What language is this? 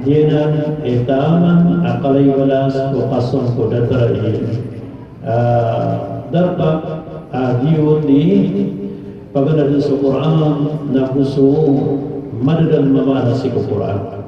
Maranao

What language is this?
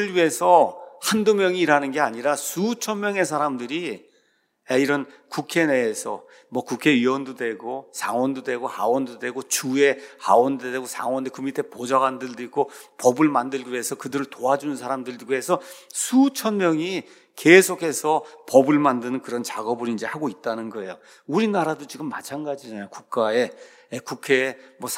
Korean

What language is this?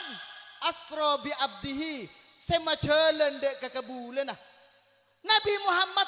Madurese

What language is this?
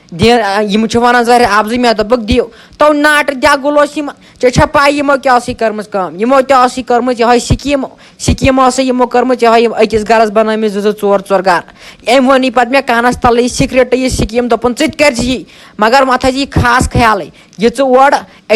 Kashmiri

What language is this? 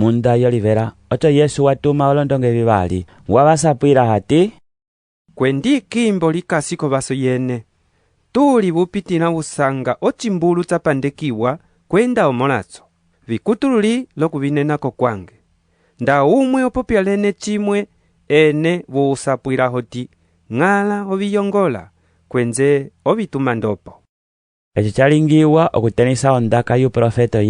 Umbundu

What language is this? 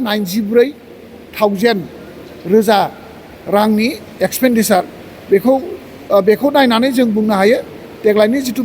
Bodo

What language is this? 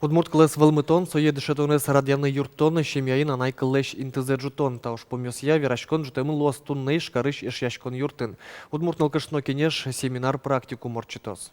Udmurt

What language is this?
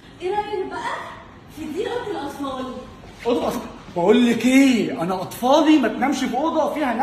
Egyptian Arabic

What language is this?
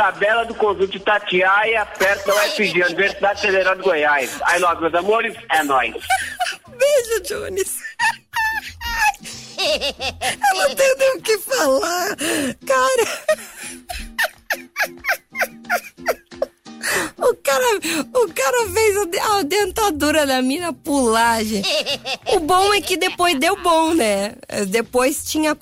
Portuguese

